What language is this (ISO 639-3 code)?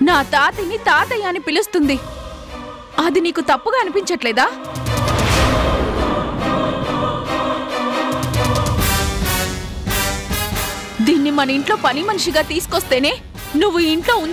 tel